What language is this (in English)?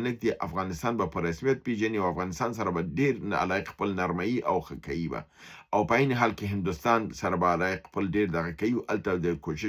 Pashto